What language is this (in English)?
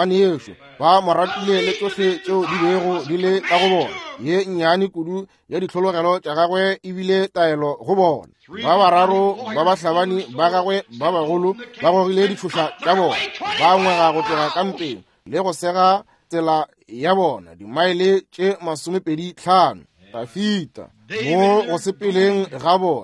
Northern Sotho